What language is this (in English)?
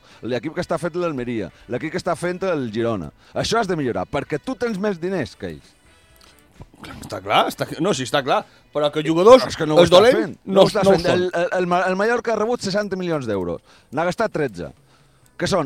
Catalan